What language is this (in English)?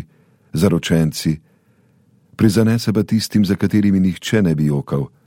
Slovenian